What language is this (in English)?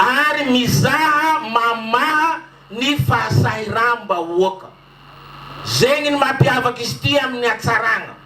Malagasy